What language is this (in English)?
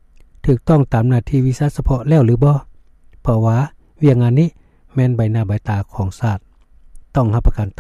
Lao